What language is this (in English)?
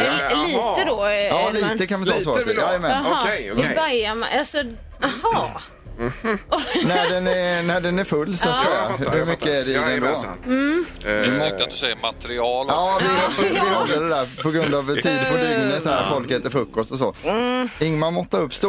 Swedish